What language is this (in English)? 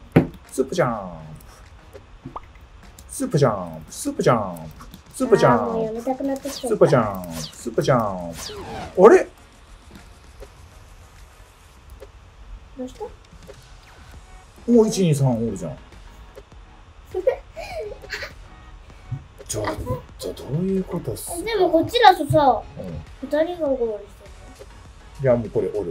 Japanese